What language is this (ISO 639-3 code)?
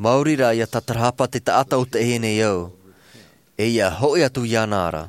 tah